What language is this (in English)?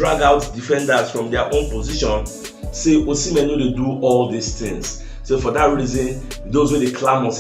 Nigerian Pidgin